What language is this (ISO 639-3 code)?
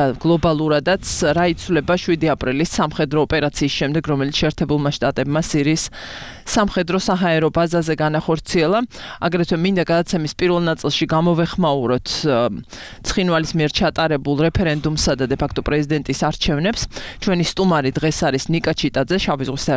kat